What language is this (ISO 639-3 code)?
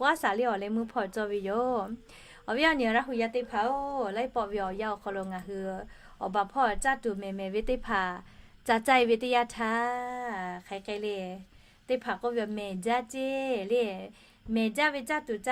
lhu